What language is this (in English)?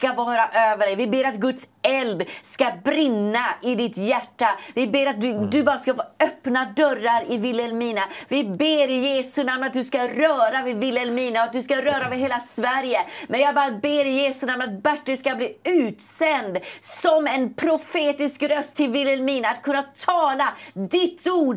Swedish